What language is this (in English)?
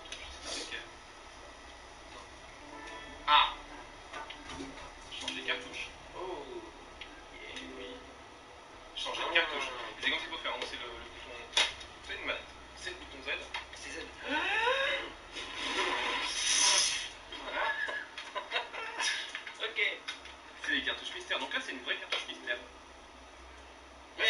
French